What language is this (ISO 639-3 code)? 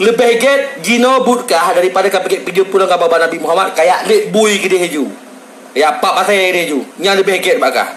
ace